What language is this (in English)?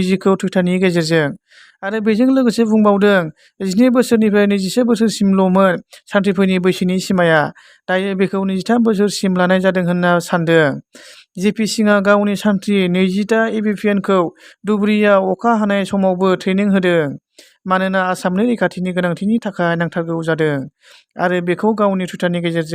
Bodo